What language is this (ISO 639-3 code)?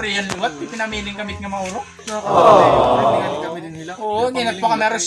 war